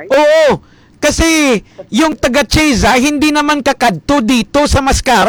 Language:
Hiligaynon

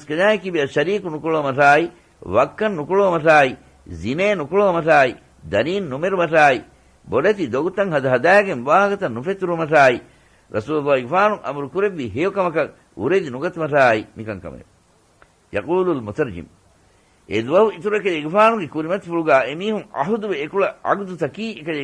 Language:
Divehi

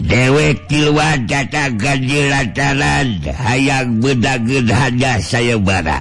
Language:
Sundanese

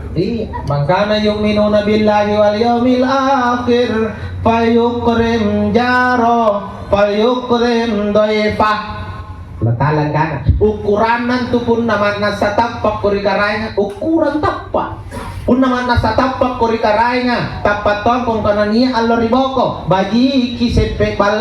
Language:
Makasar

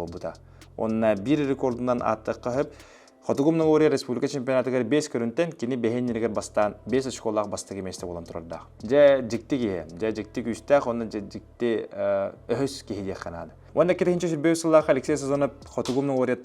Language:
Yakut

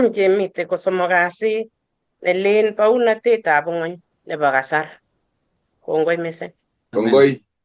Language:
Kalenjin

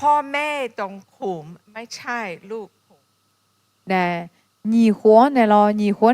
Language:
Akha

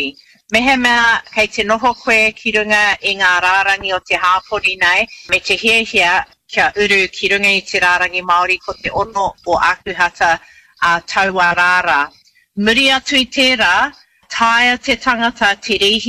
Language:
Māori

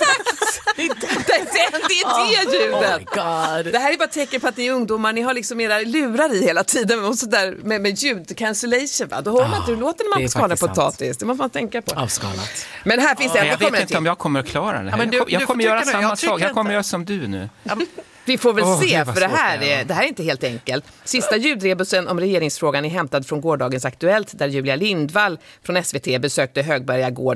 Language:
Swedish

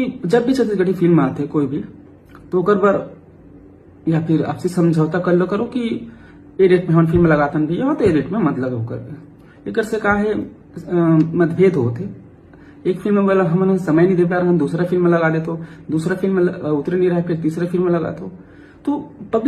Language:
Chhattisgarhi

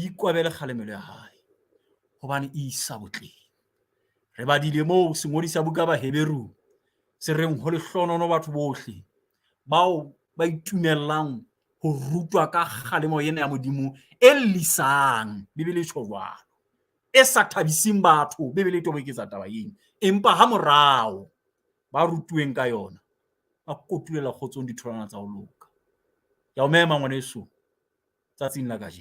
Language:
Southern Sotho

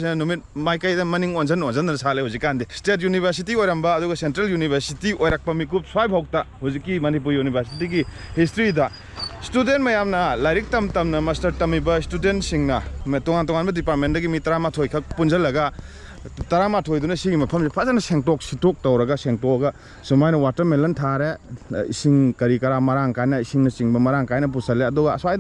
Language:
Manipuri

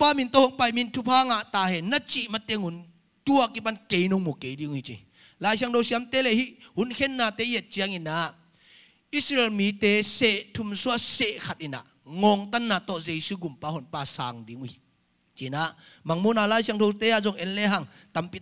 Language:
Tedim Chin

